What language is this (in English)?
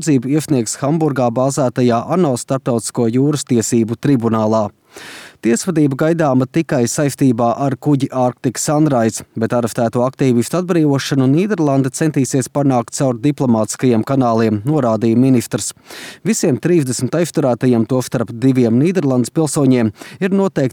Latvian